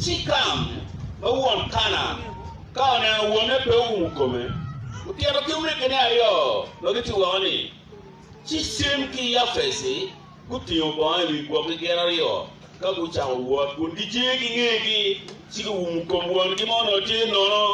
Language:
Acoli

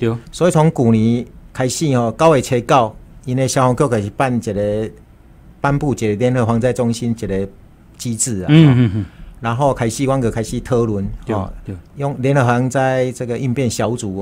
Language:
Chinese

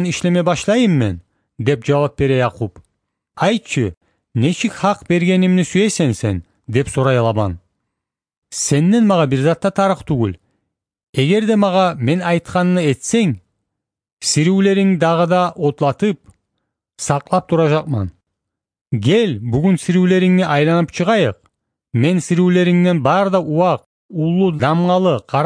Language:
Kumyk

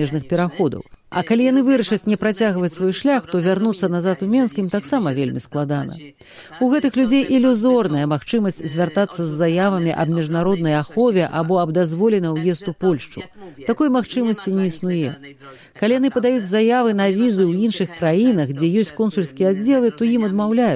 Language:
Belarusian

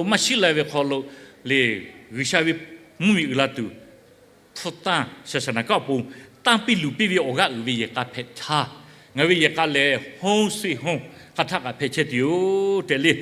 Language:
Lahu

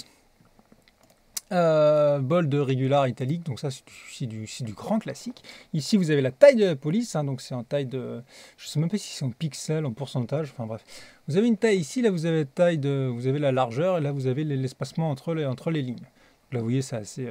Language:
French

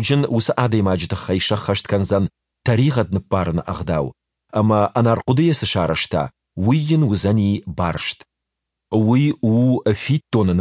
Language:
Ossetic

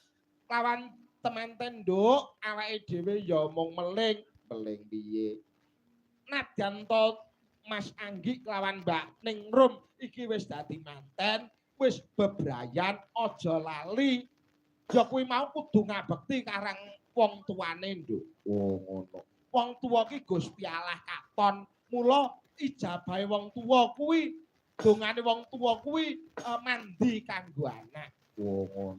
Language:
Javanese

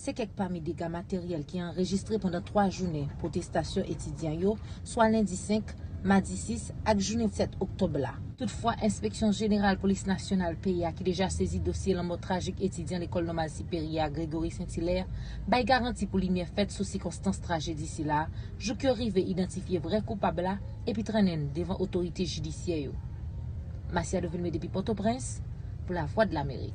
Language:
Haitian Creole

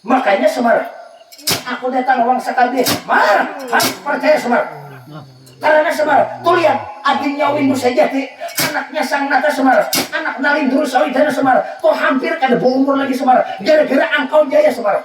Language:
Banjar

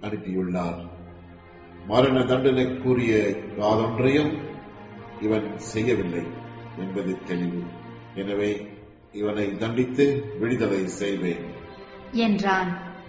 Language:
Tamil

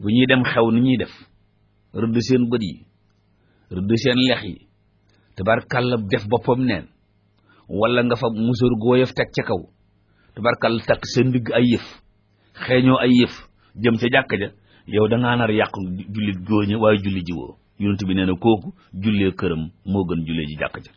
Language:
Wolof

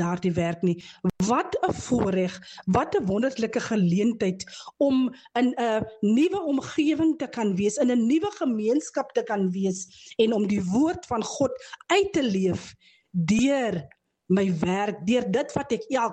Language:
Afrikaans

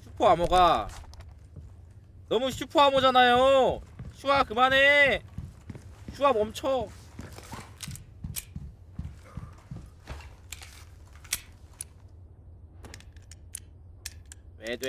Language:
Korean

